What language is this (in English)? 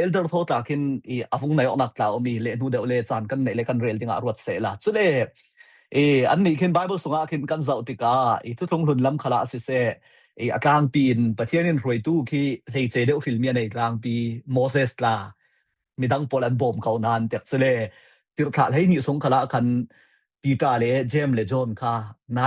Falam Chin